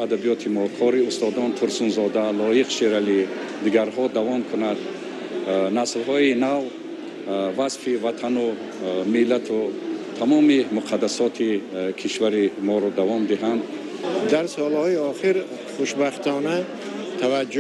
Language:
Tajik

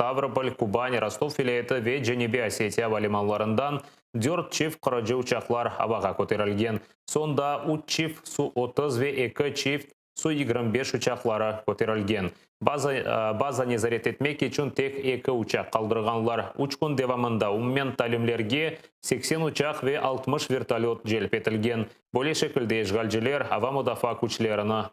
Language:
Crimean Tatar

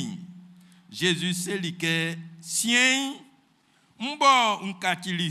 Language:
Baoulé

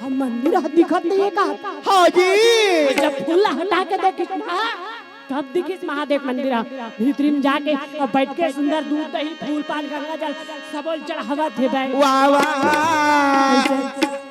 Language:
Chhattisgarhi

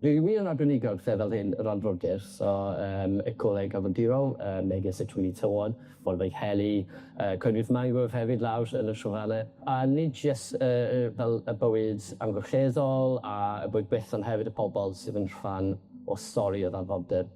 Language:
Welsh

